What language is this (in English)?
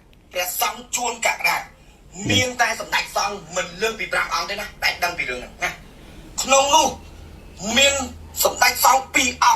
Khmer